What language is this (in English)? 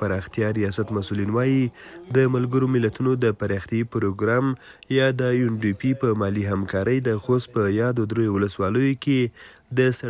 Pashto